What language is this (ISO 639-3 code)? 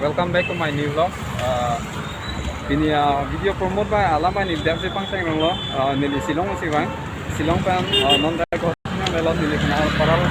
mjw